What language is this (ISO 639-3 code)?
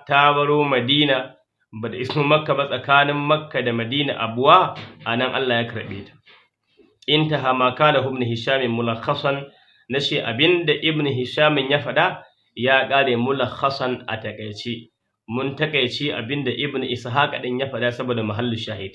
hau